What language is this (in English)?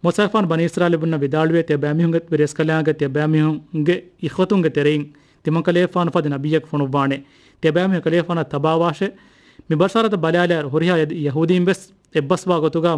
Divehi